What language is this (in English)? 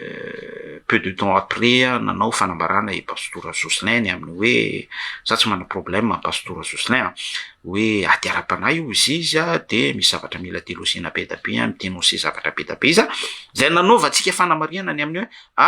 Malagasy